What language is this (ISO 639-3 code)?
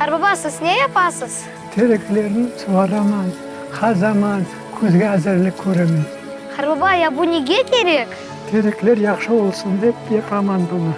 crh